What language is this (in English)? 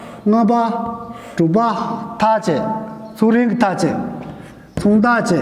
Tibetan